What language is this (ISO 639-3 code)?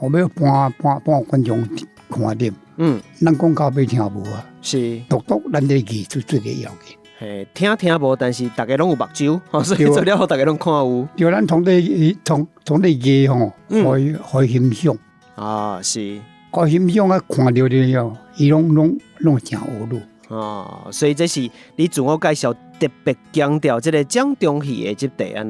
nan